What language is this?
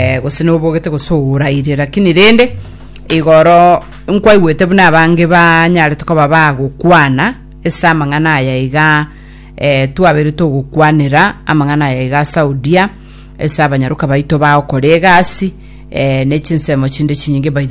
Gusii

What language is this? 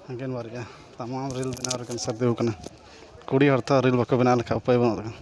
Santali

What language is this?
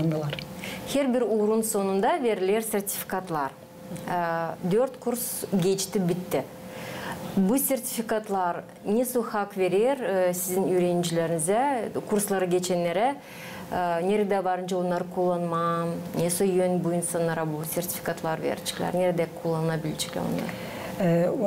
Gagauz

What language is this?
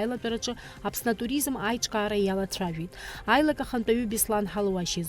Abkhazian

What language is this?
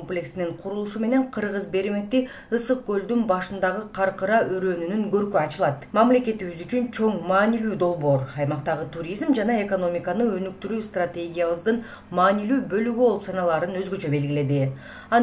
Kyrgyz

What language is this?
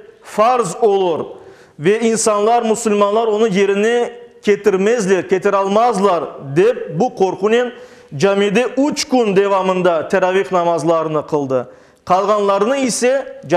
Crimean Tatar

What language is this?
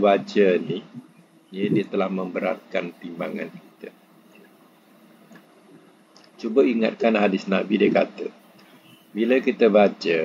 Malay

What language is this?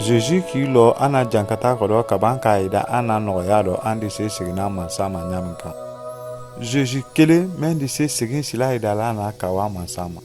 Mandingo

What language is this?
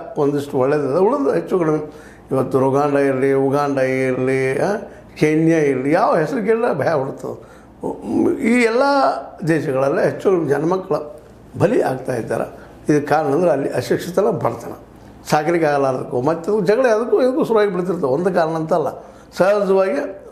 Kannada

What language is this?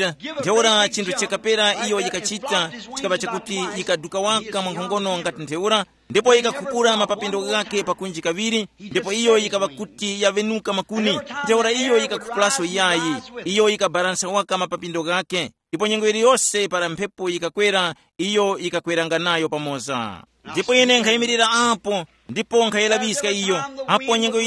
Tumbuka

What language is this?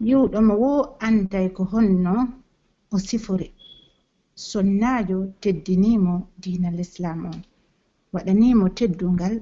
Pular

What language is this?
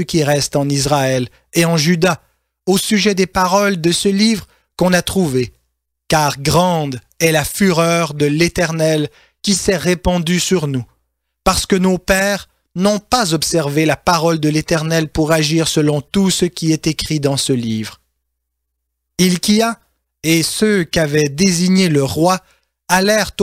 French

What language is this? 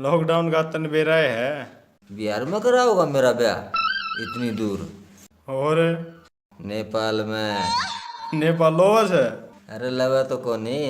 Haryanvi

